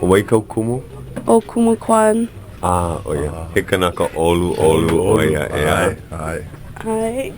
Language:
Hawaiian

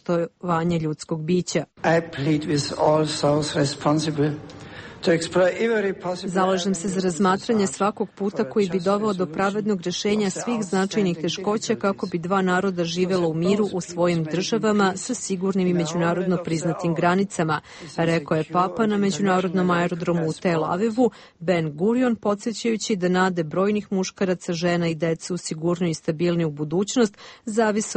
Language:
Serbian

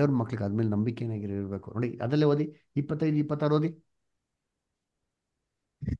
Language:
Kannada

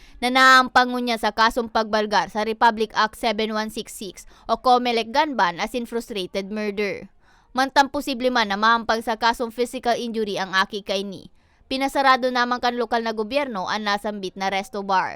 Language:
Bikol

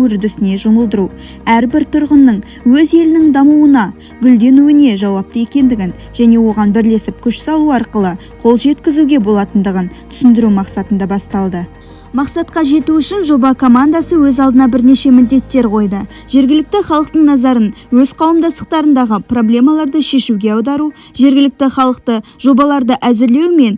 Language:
Kazakh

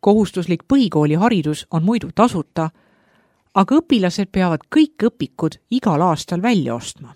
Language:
Estonian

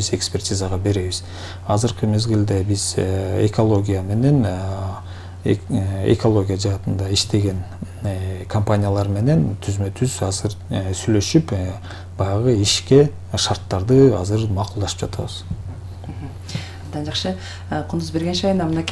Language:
Kyrgyz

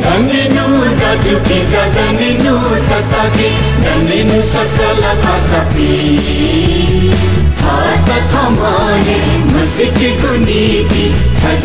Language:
Newari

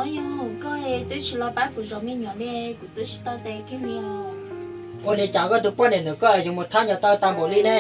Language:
Hmong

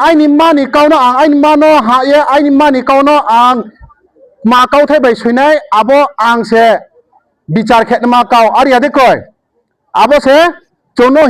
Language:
Riang (India)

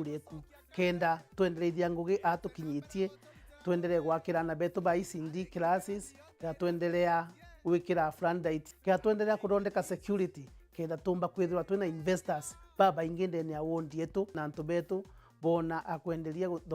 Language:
Meru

